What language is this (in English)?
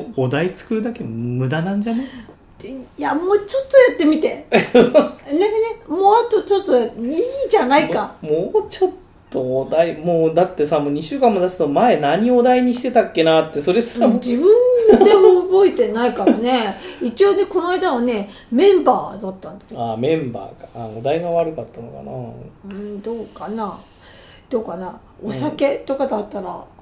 Japanese